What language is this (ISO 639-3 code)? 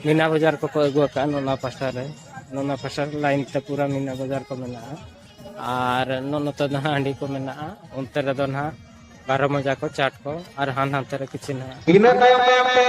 sat